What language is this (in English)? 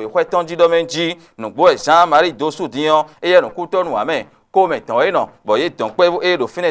Fon